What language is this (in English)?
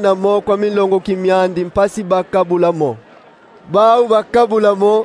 Kongo